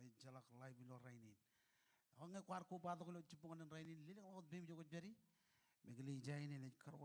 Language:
Marshallese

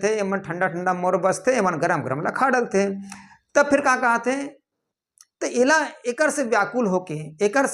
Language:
Chhattisgarhi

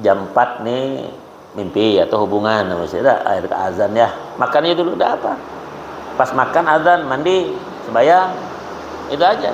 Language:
Banjar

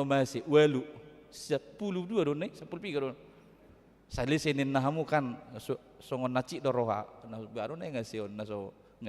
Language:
Batak Toba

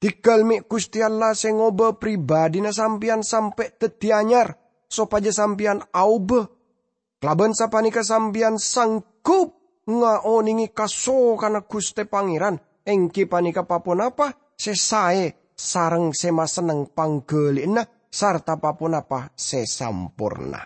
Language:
Madurese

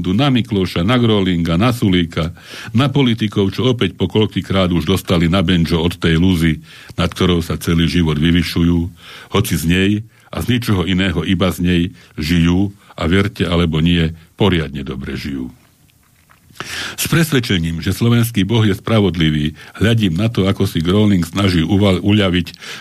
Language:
Slovak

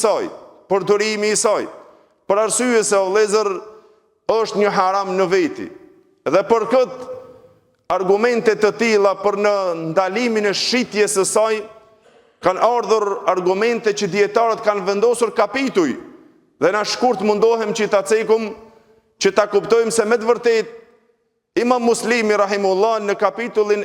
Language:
Albanian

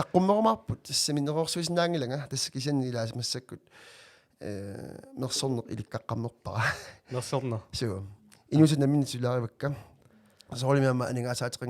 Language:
Kalaallisut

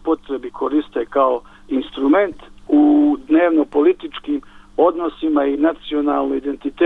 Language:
Bosnian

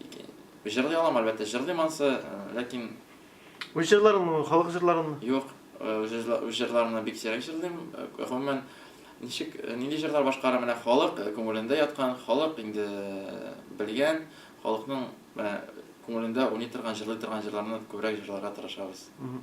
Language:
Tatar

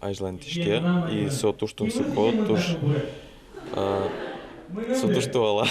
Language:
Udmurt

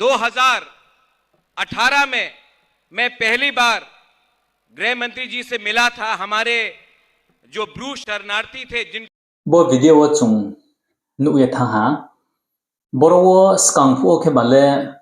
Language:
Riang (India)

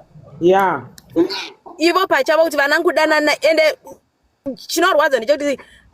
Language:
Shona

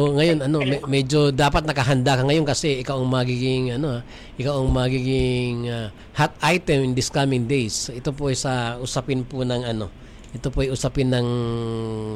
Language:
Filipino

